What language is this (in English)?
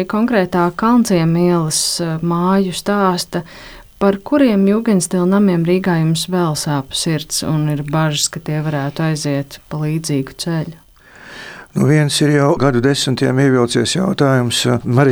Latvian